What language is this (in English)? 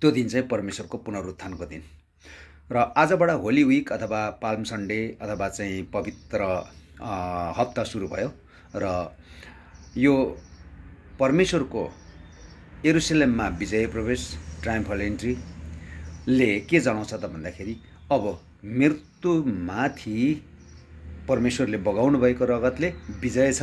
Nepali